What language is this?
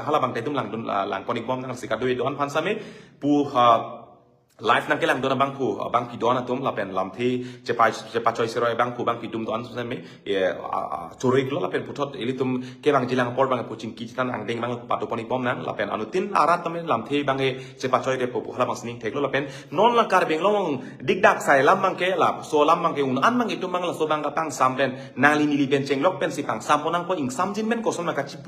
Karbi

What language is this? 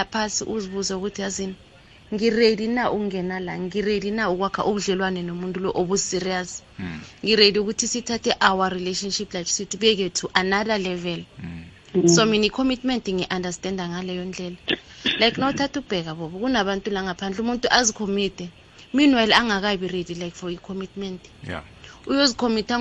South Ndebele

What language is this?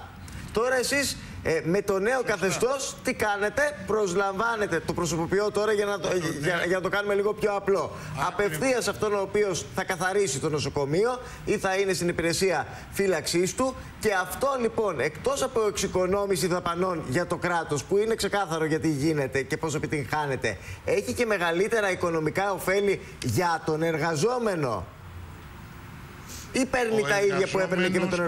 Greek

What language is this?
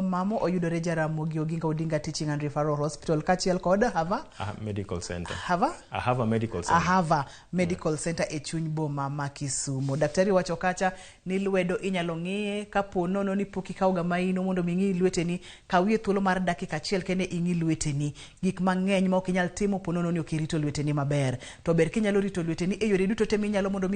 Luo (Kenya and Tanzania)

